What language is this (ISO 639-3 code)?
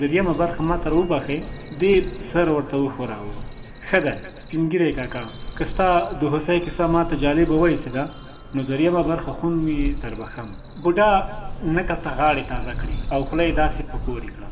pus